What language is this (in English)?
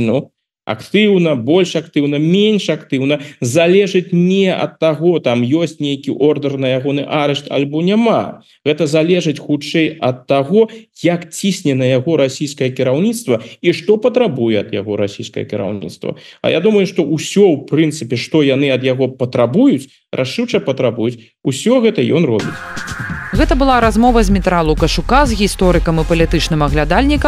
Belarusian